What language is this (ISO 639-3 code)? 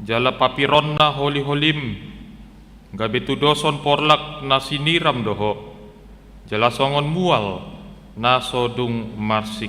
bbc